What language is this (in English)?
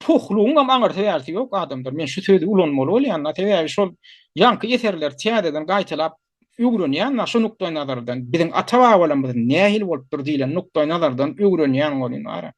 Turkmen